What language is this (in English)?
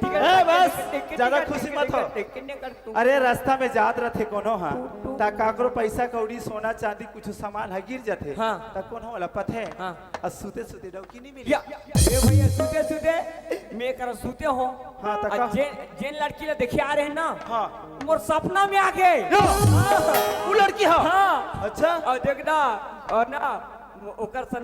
Chhattisgarhi